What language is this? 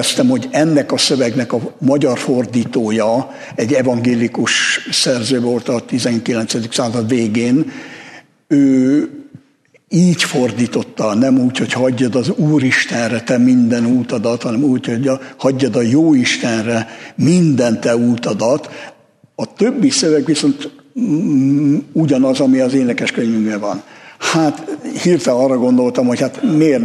Hungarian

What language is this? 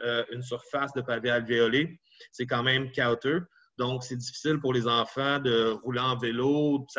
French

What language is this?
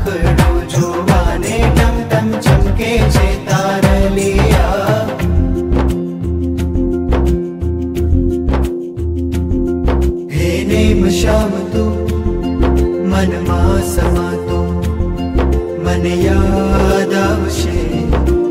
Hindi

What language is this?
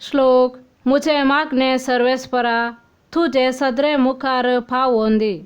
Konkani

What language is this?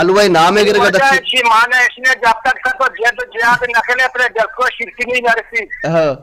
Baluchi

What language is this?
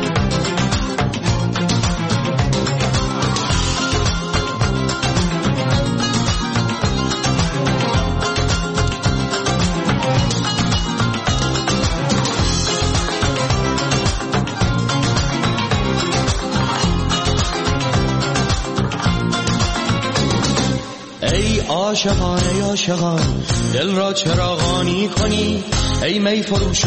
Persian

